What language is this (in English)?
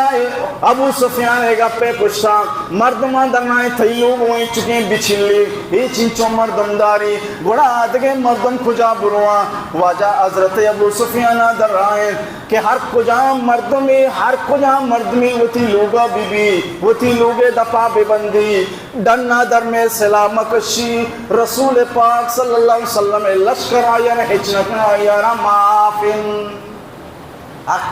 Baluchi